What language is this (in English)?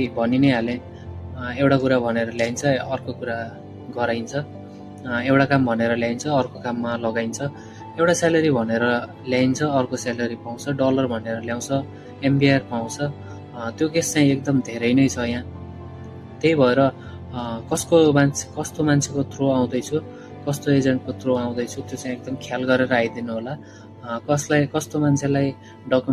Nepali